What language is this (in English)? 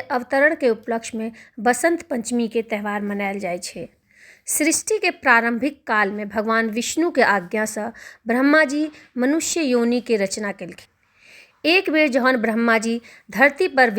Maithili